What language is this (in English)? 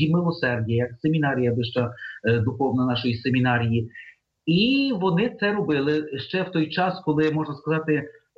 Ukrainian